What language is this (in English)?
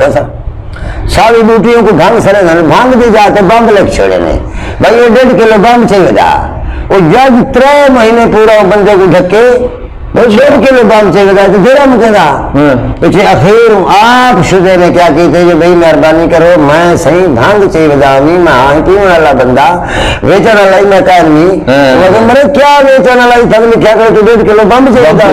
Saraiki